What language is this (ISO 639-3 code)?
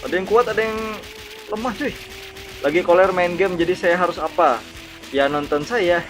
bjn